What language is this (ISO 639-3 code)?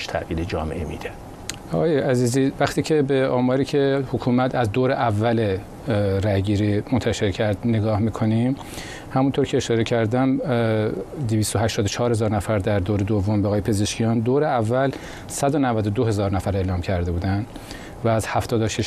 fas